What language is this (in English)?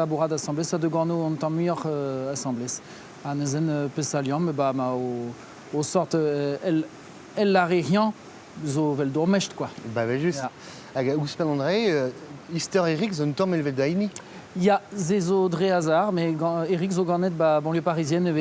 Breton